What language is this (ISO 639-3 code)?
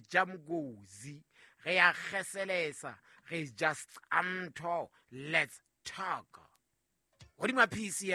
sot